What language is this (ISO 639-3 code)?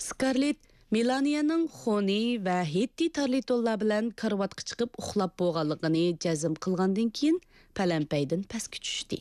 uig